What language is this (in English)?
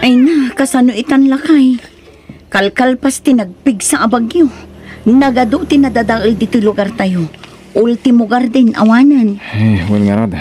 Iloko